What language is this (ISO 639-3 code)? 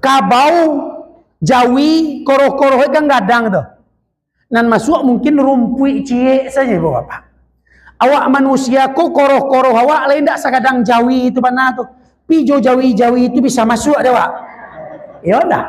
min